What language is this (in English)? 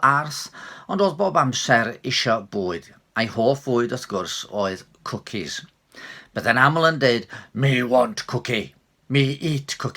Welsh